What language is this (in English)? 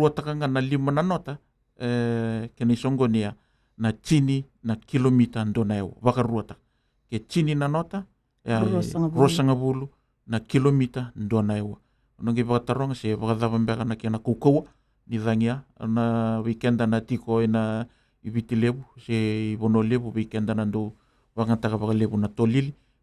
Fijian